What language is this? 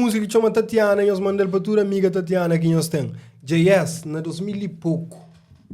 Kabuverdianu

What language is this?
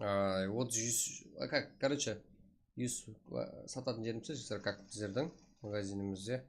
Kara-Kalpak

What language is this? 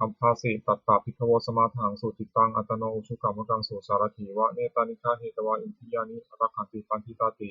Pali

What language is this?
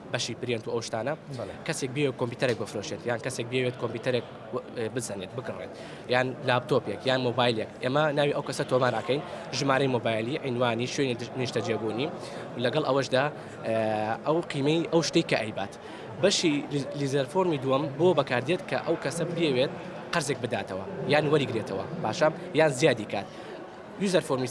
Central Kurdish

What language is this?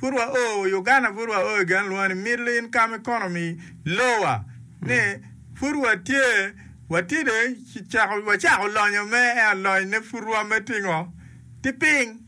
Acoli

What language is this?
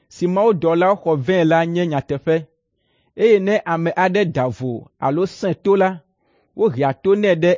Ewe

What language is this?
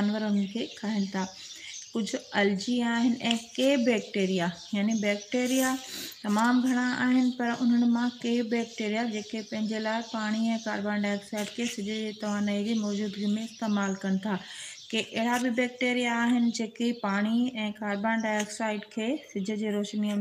Sindhi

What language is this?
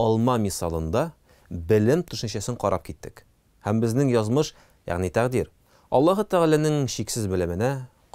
Tatar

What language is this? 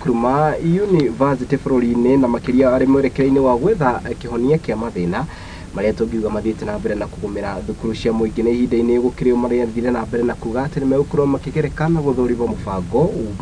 Kikuyu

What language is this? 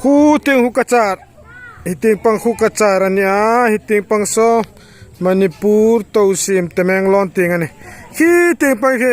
Hmar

